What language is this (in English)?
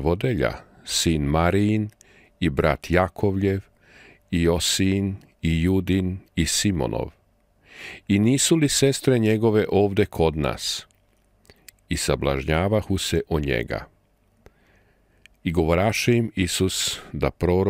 Serbian